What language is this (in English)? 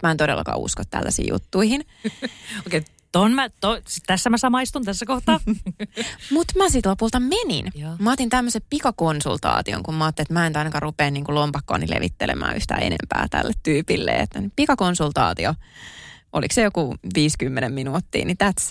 Finnish